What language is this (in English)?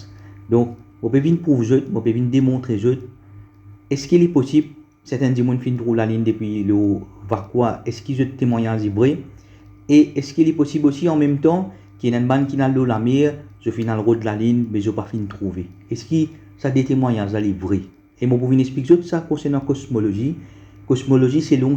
Morisyen